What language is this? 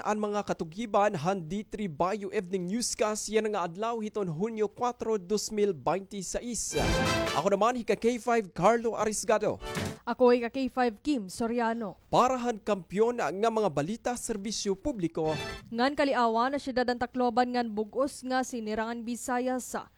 Waray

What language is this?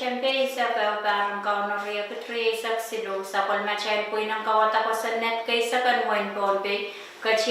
Pohnpeian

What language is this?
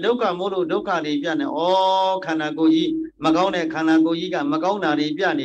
Burmese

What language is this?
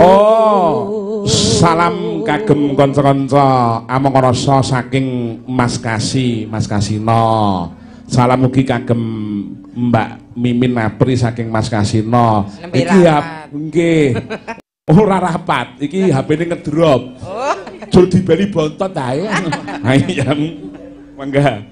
Javanese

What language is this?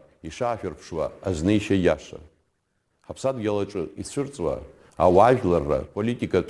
Abkhazian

